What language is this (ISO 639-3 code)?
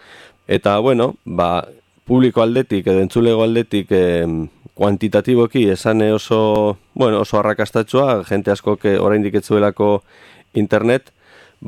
eus